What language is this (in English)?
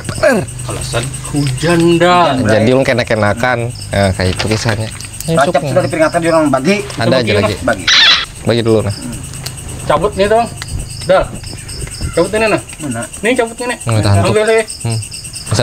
Banjar